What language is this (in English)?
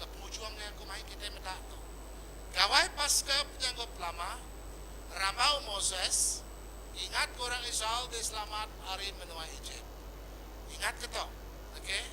Iban